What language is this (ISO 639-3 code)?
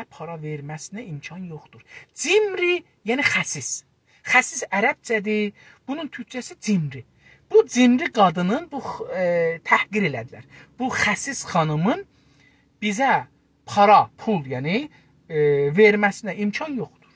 azb